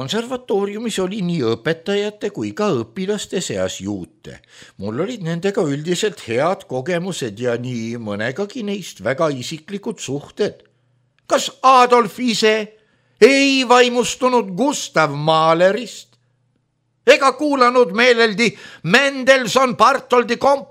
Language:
Estonian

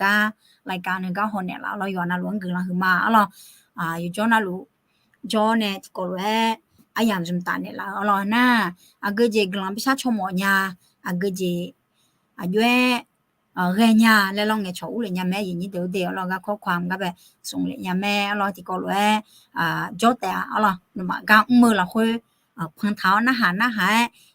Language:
Akha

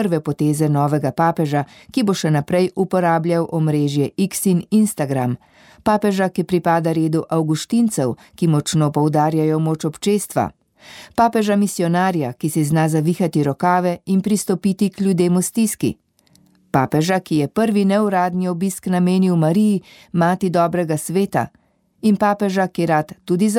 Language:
Slovenian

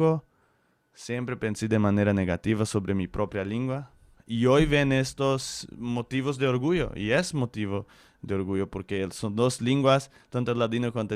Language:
Ladino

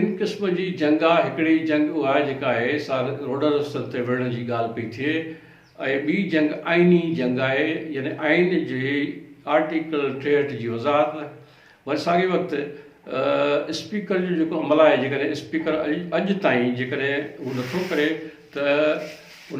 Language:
Sindhi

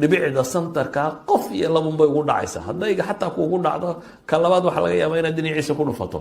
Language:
Somali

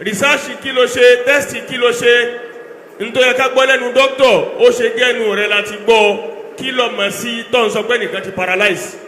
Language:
Yoruba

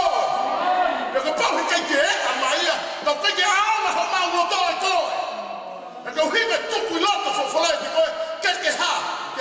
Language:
Tongan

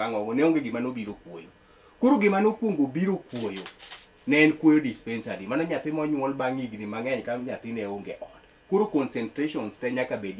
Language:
Luo (Kenya and Tanzania)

